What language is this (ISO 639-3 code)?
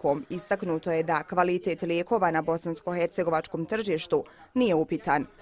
bos